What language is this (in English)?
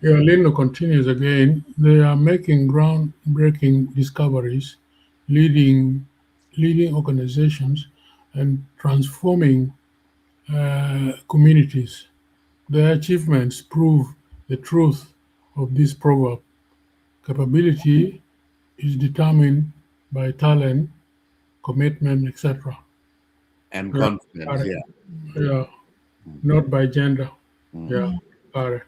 Acoli